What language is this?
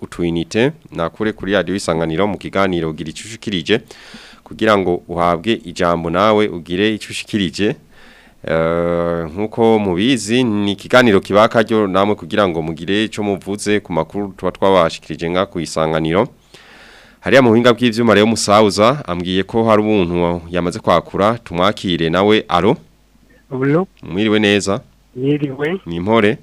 Rundi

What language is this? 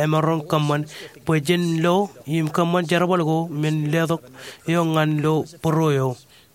Marshallese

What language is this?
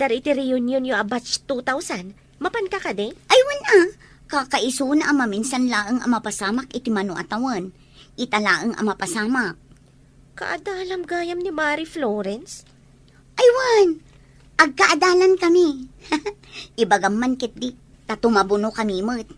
Iloko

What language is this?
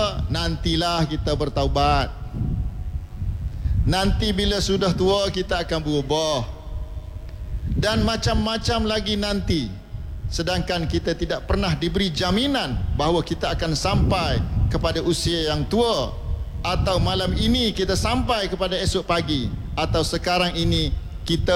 Malay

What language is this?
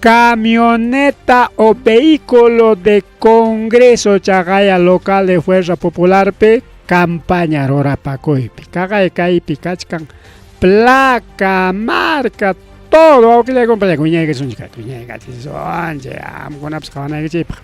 Ayacucho Quechua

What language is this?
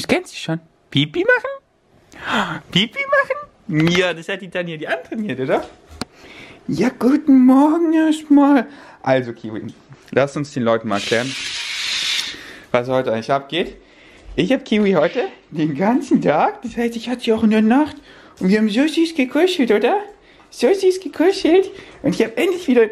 German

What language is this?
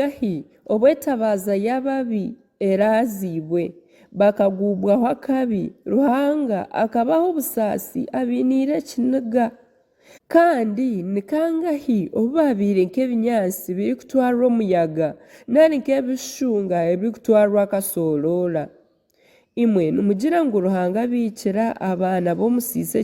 Nyankole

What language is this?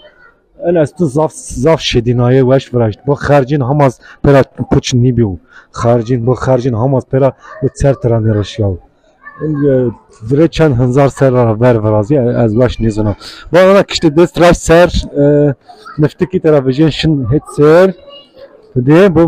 Zaza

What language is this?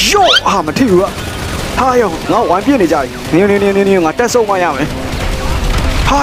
Burmese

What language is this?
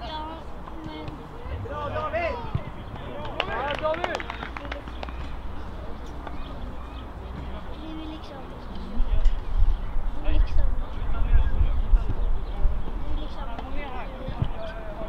Swedish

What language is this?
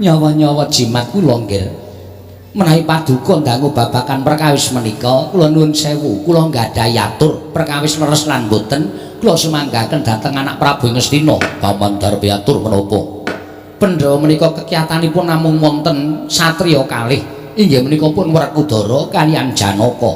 Javanese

